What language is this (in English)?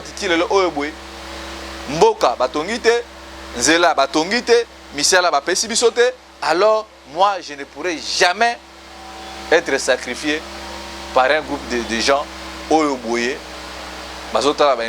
Lingala